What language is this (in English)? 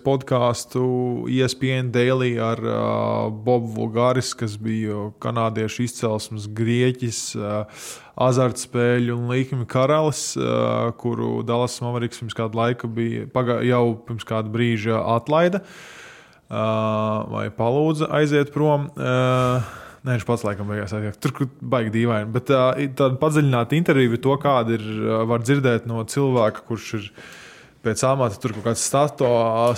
Latvian